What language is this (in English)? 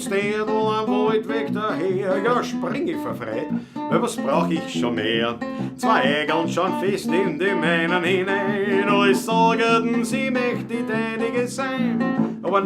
Bavarian